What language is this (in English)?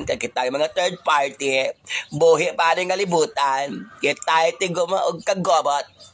Cebuano